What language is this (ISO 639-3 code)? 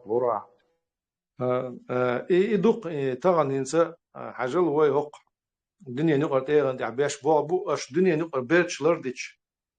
che